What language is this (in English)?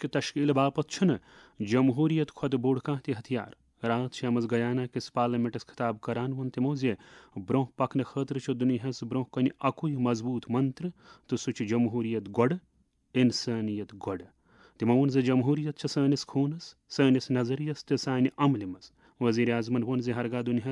Kashmiri